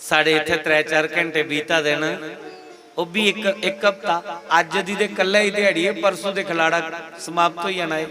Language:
Dogri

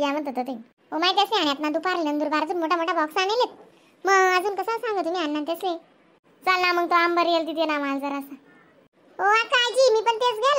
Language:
Khandesi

